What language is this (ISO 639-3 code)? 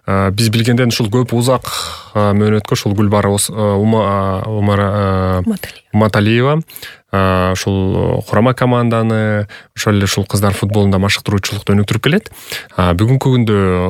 kir